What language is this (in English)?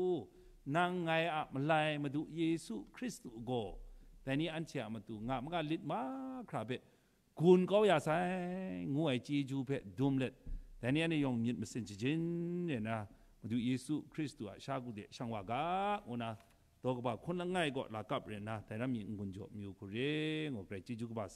Kachin